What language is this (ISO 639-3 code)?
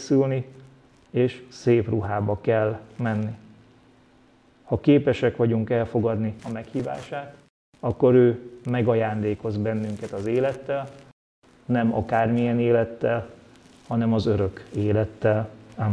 hun